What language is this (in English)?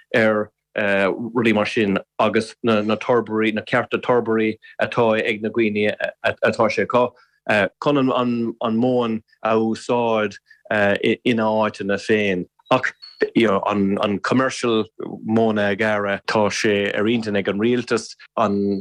Irish